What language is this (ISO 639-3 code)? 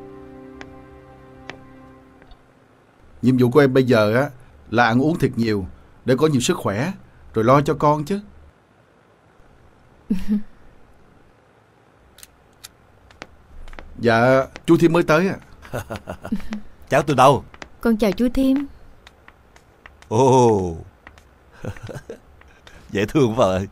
vie